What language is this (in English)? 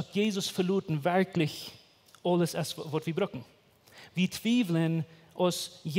Plautdietsch